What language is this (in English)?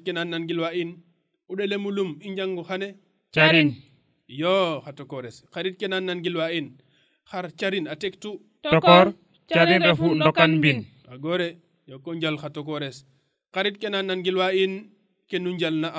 Serer